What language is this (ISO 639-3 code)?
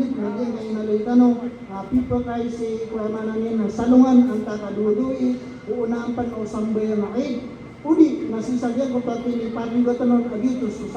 mrw